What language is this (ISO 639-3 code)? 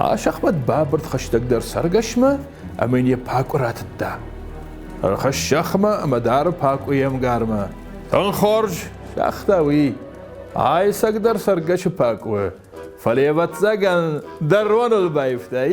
oss